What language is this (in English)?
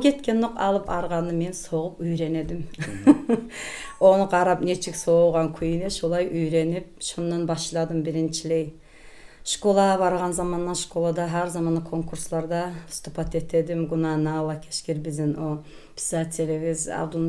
Kumyk